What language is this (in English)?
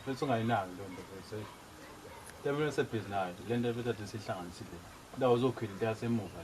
Zulu